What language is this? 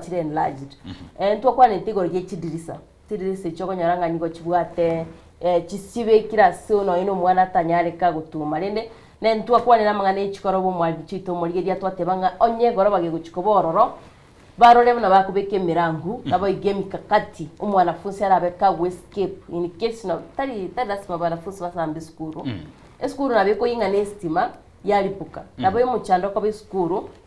Gusii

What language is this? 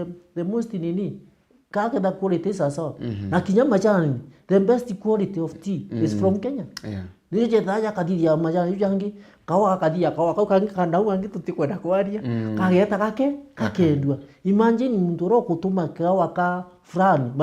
Meru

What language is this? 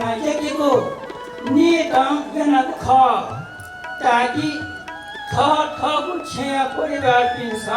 Newari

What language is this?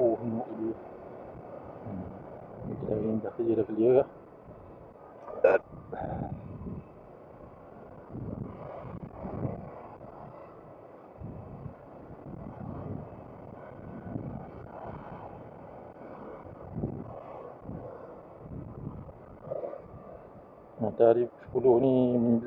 Malay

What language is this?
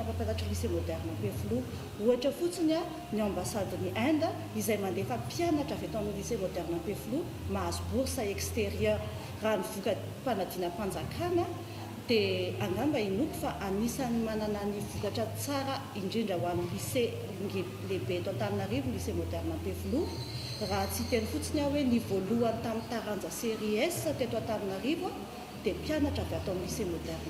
Malagasy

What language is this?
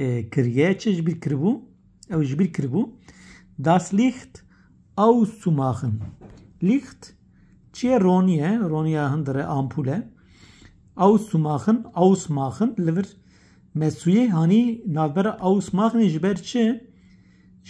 Kurdish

